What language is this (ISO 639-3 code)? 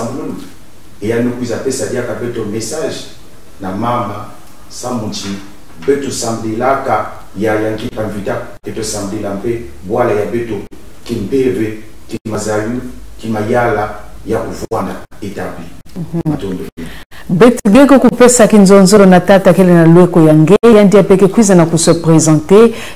mkw